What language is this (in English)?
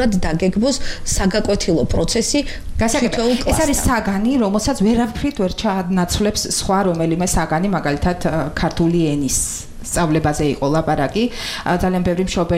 Georgian